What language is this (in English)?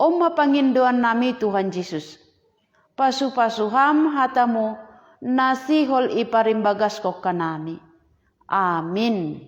Batak Simalungun